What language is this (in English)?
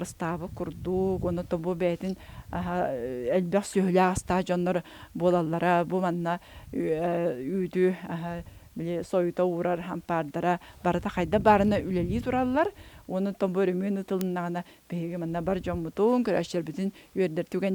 Yakut